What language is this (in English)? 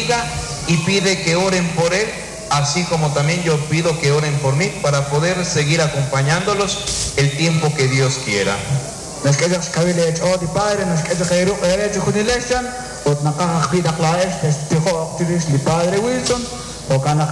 Kekchí